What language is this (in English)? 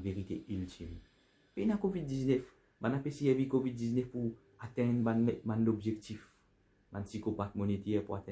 Morisyen